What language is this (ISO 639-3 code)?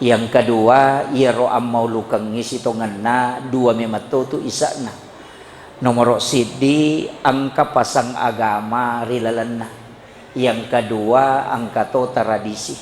bug